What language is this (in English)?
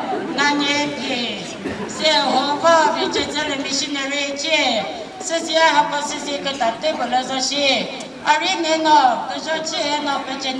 Chokri Naga